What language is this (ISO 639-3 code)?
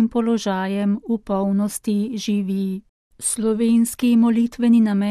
slv